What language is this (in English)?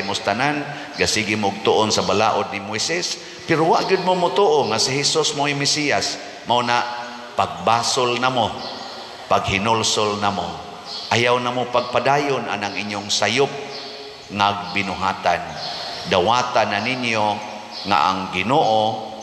Cebuano